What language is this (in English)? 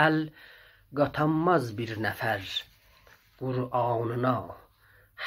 South Azerbaijani